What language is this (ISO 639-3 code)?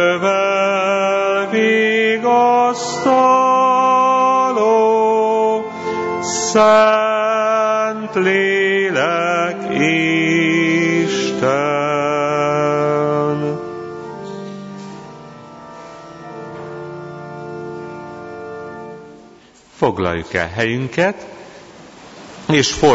hun